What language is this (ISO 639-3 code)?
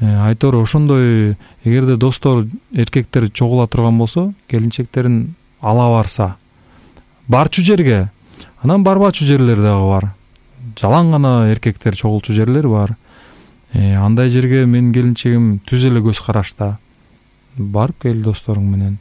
kir